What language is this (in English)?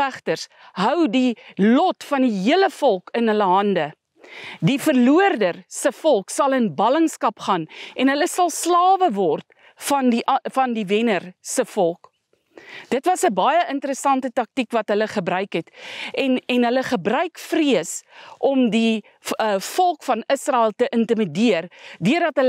Afrikaans